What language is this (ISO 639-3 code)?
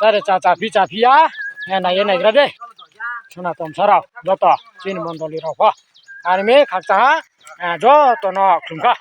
ria